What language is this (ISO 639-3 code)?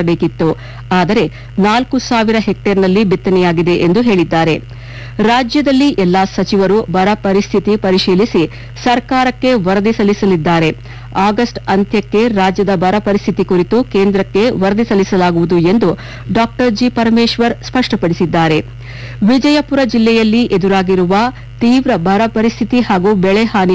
kan